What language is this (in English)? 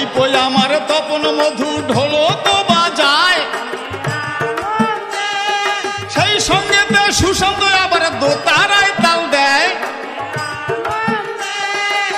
Bangla